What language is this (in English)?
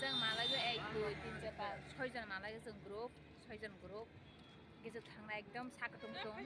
Kok Borok